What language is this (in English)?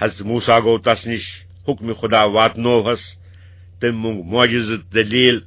Kashmiri